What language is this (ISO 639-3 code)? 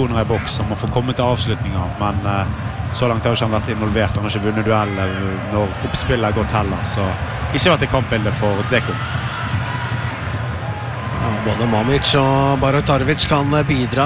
nor